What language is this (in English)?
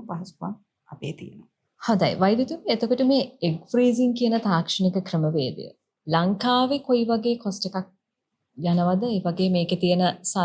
Sinhala